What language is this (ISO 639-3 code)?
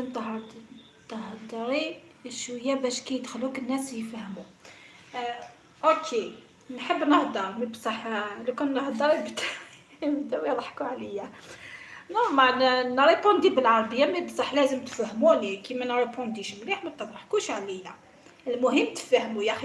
arq